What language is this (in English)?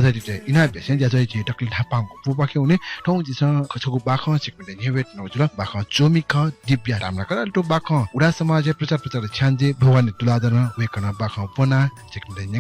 Newari